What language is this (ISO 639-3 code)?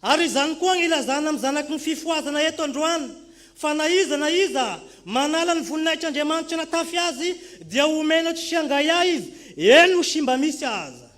mlg